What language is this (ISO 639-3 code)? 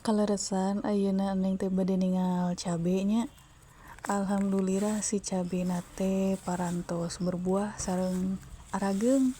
sun